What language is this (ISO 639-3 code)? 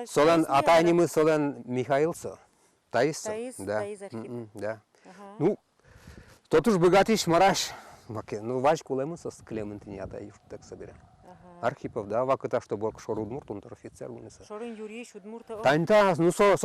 udm